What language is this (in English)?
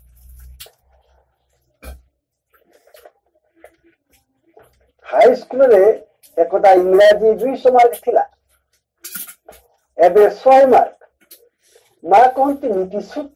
Odia